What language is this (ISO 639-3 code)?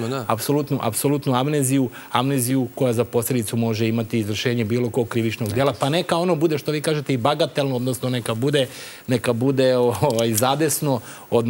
srp